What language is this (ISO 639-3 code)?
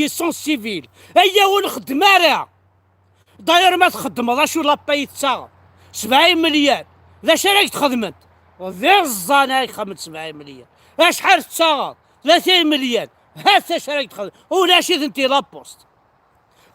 kab